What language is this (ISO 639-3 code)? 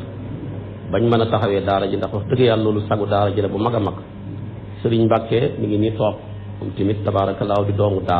wol